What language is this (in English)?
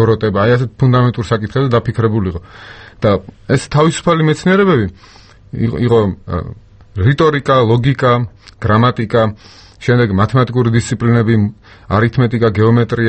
Georgian